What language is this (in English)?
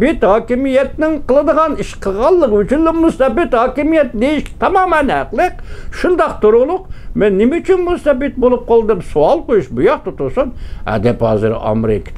Uyghur